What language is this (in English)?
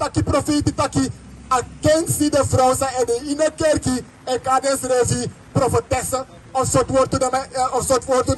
Sranan Tongo